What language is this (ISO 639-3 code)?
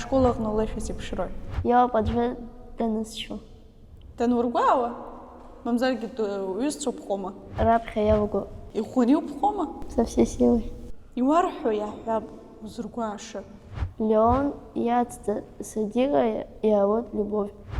abk